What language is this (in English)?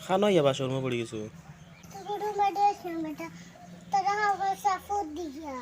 Sylheti